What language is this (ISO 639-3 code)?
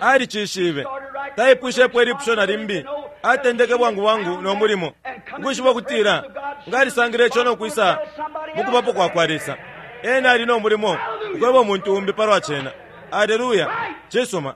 bem